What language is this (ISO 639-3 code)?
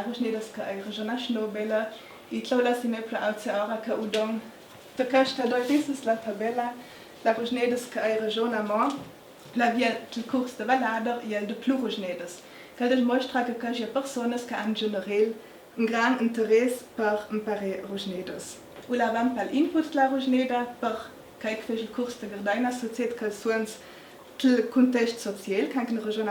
lld